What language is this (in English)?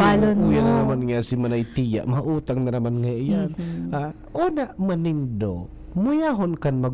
Bikol